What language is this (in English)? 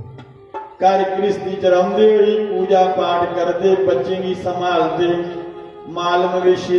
Dogri